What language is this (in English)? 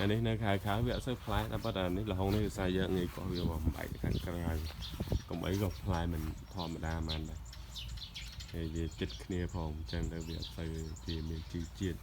Khmer